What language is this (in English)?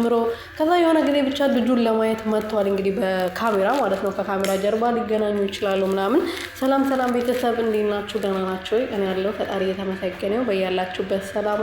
Amharic